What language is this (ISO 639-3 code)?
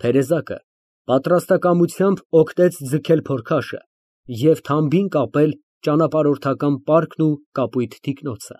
hye